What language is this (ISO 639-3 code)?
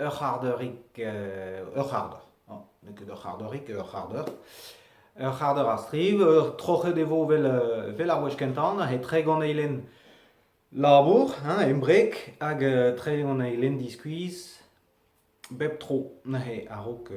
bre